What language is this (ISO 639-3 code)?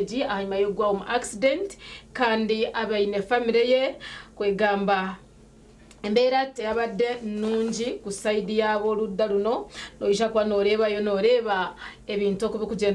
nyn